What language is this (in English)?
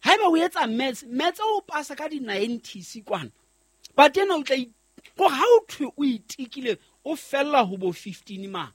Southern Sotho